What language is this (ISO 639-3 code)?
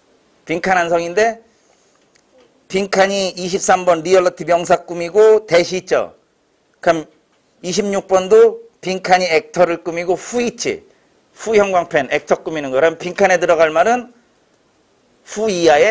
kor